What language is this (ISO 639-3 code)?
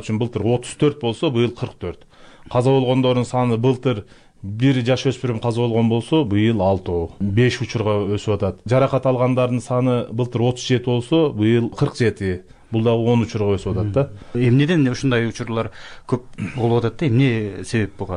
kir